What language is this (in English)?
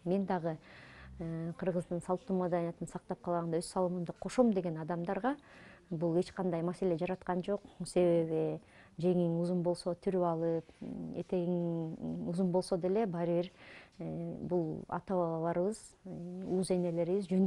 Kyrgyz